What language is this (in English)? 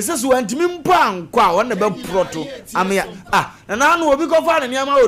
Akan